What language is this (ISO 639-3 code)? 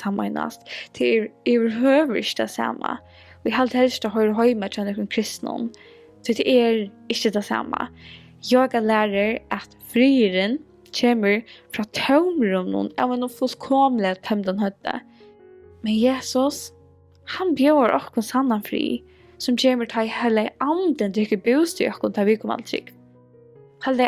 fao